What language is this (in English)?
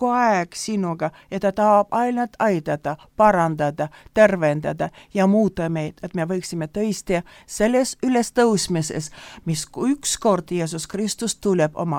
Estonian